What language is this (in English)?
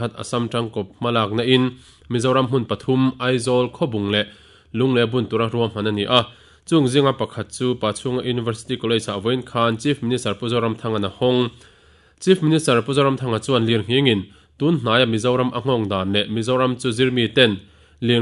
Mizo